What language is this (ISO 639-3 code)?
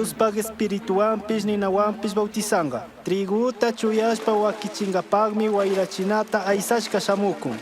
qug